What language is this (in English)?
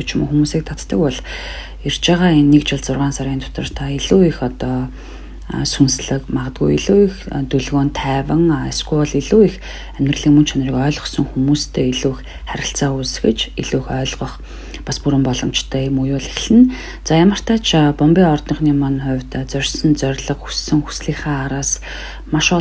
Mongolian